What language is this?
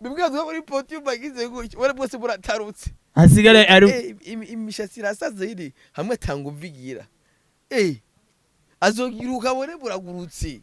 Rundi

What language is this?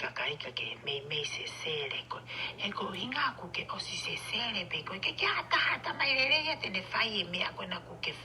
Tongan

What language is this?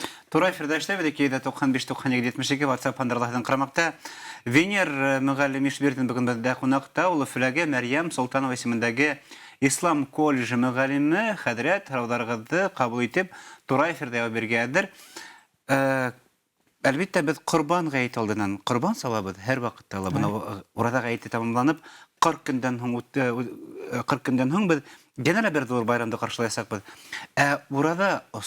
Bashkir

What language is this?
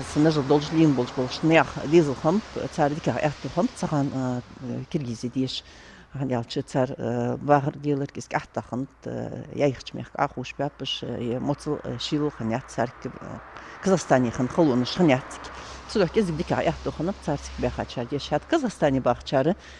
Ingush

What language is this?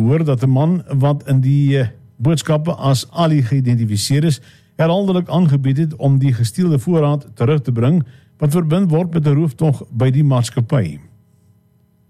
Afrikaans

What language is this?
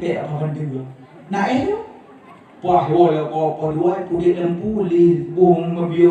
Achinese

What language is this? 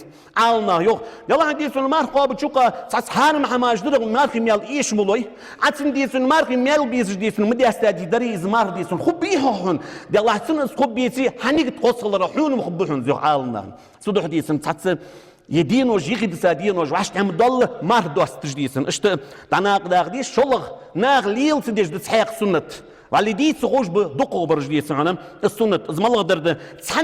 Ingush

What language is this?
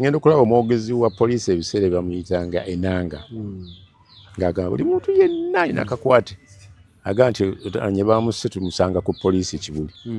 Ganda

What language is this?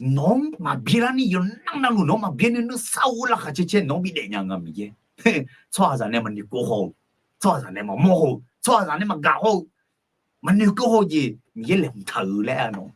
Akha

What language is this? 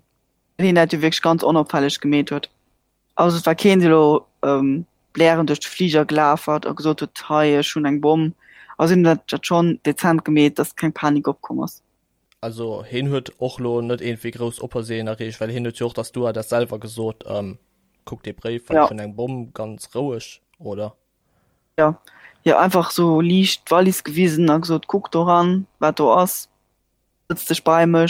Luxembourgish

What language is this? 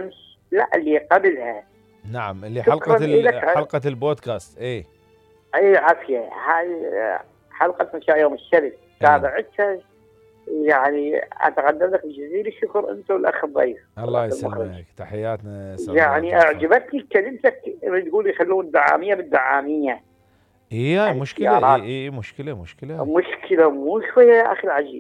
Mesopotamian Arabic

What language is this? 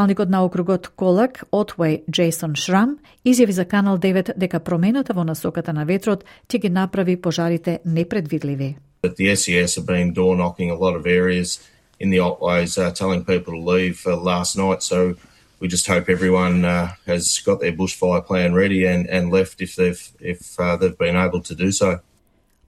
Macedonian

